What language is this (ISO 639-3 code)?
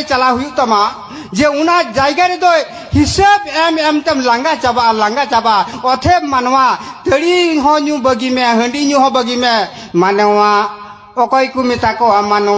sat